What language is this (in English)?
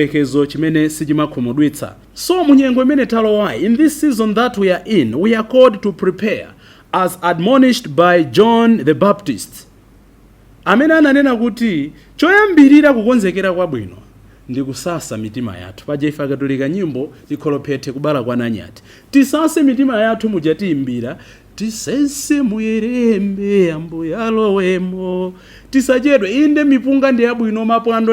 Nyanja